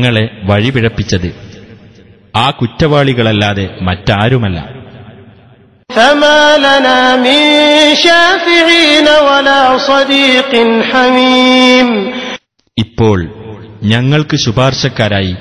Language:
Malayalam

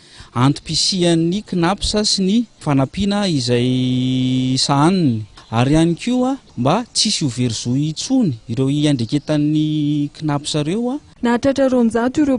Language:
Malagasy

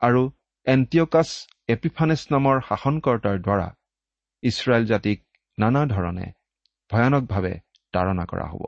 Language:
Assamese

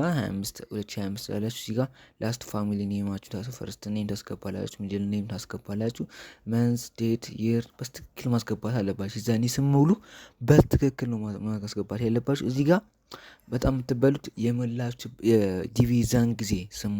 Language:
Amharic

